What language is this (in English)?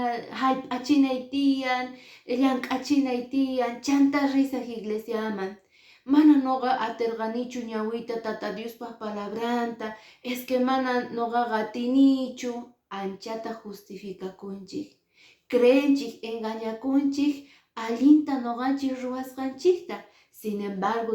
Quechua